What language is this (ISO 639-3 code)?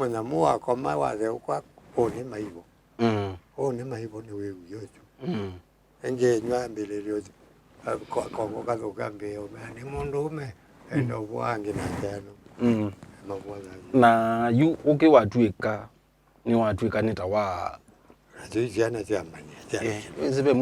kam